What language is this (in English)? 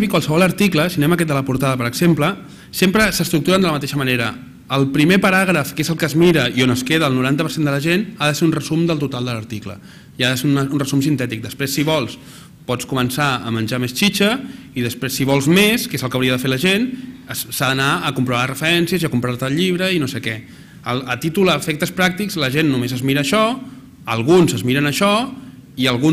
Catalan